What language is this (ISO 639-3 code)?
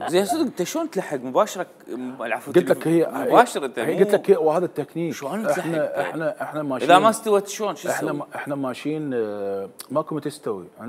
acm